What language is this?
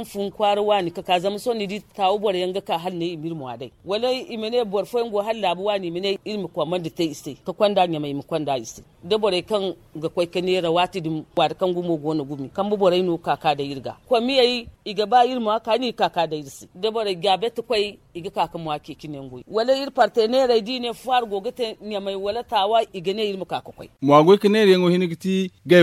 Zarma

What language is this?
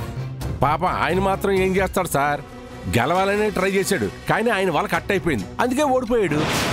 Telugu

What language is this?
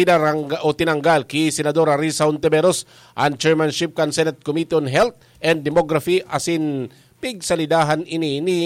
Bikol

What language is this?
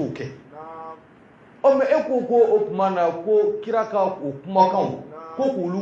Bambara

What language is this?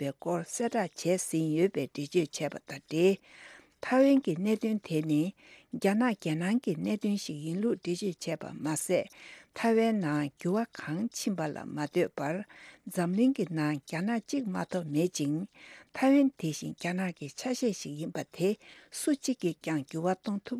Tibetan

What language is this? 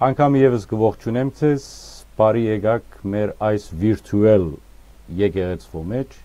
Western Armenian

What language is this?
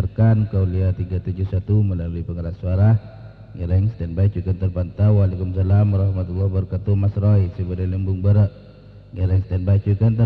Madurese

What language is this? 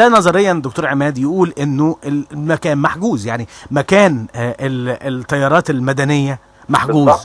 Egyptian Arabic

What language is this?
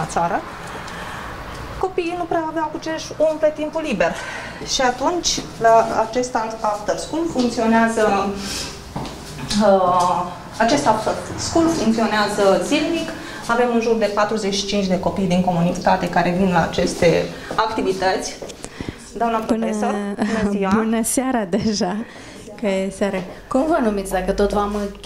Romanian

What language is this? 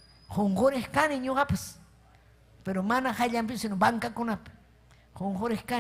Ayacucho Quechua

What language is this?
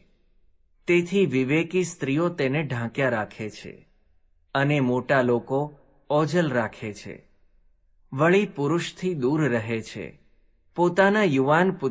Gujarati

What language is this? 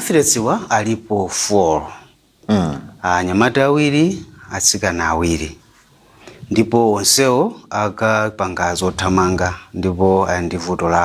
Nyanja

